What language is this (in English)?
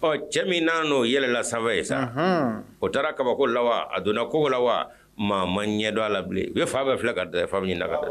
Bambara